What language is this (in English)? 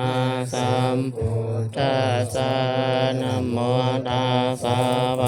Northeastern Thai